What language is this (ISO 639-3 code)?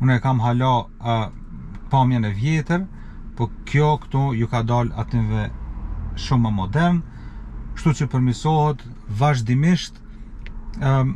sqi